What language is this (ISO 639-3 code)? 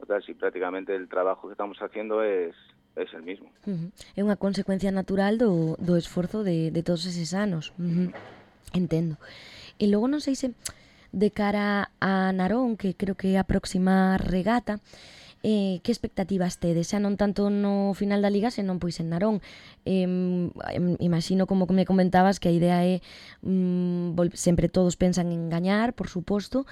glg